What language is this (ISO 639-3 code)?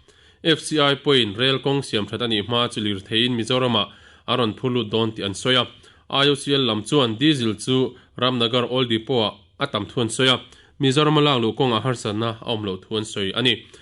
lus